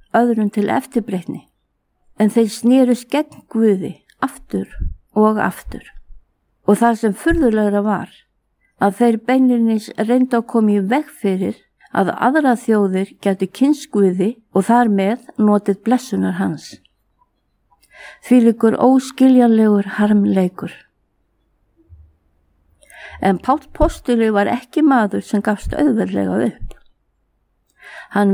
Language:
Icelandic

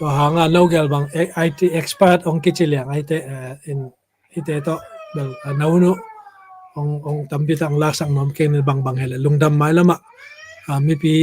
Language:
Tedim Chin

